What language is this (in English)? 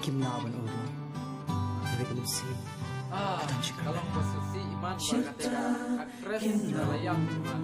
Khasi